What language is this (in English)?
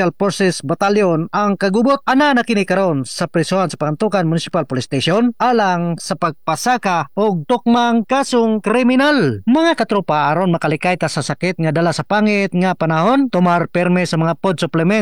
Cebuano